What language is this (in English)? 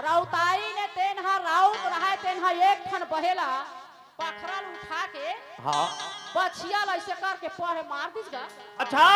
Chhattisgarhi